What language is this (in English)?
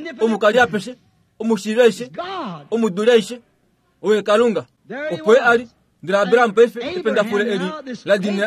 Kuanyama